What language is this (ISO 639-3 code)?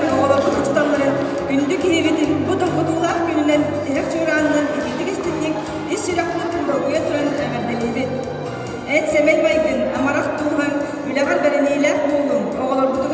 sah